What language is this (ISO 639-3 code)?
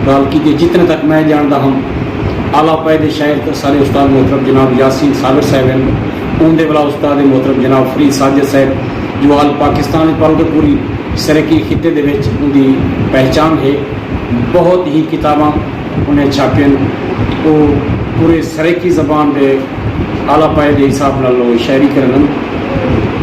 skr